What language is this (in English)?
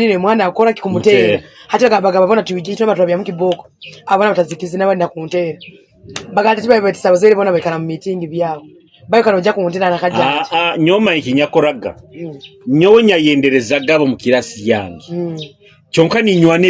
Nyoro